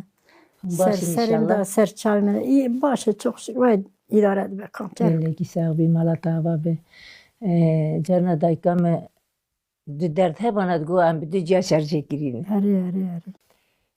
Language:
Kurdish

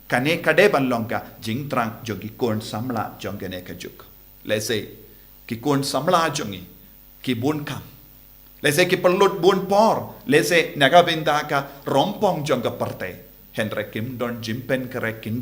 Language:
Khasi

